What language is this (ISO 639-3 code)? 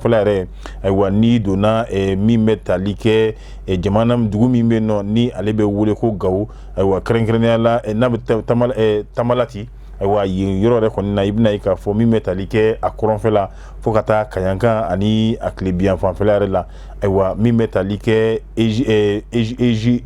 bam